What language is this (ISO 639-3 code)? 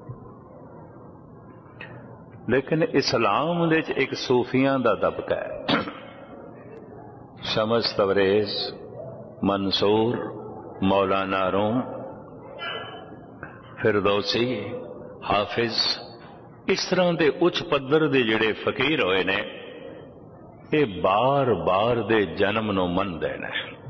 pan